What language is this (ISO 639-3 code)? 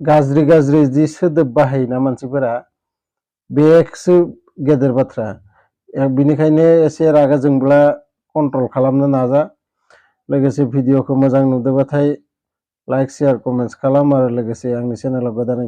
brx